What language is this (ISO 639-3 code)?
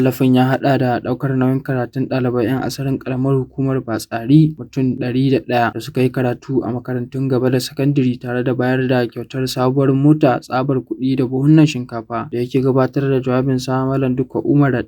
hau